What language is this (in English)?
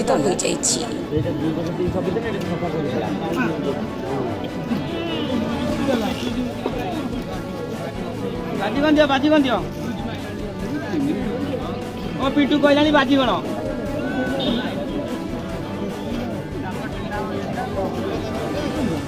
Odia